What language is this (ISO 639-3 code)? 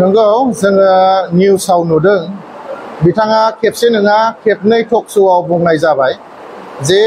brx